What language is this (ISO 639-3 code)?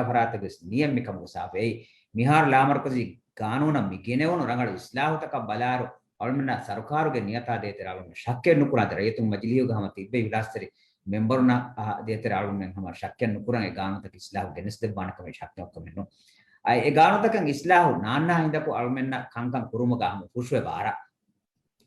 div